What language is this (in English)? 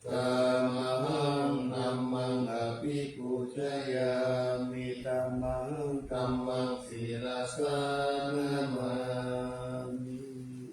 Pali